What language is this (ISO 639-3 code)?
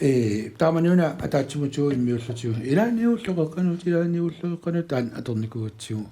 kal